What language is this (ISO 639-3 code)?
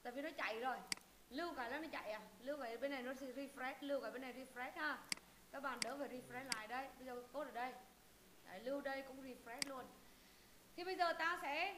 vie